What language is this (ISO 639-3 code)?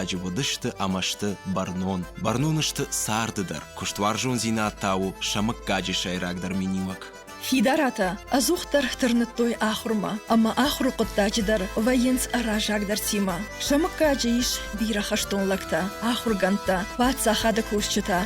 oss